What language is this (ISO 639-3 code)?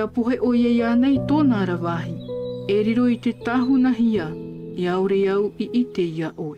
tah